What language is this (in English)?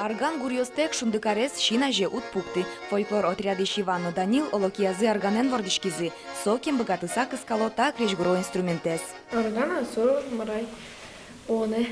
Udmurt